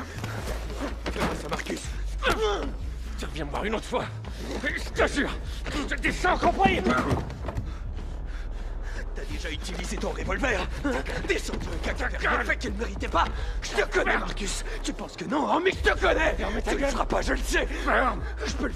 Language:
French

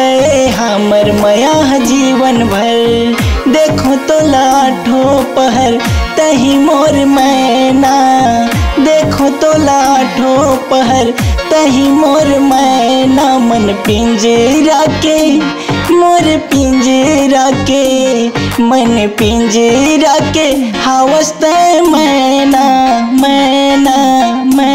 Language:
Chhattisgarhi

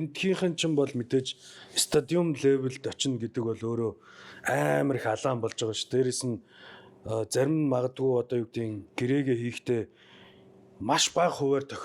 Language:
Mongolian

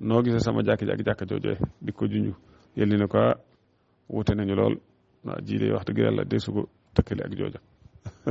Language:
Wolof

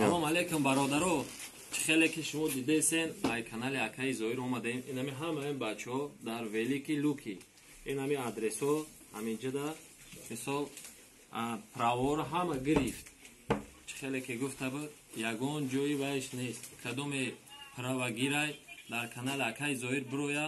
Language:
Tajik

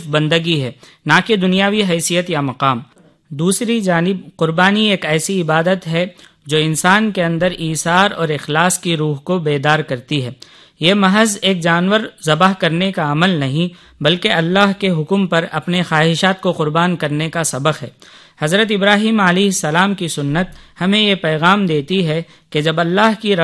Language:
Urdu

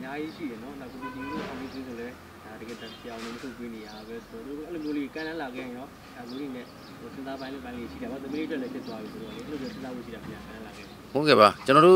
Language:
Burmese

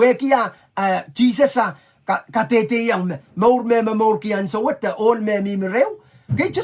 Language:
Pohnpeian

